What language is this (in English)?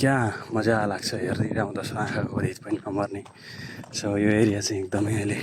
Nepali